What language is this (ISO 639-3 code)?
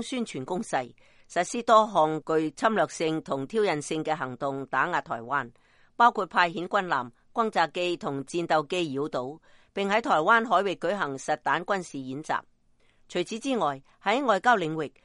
yue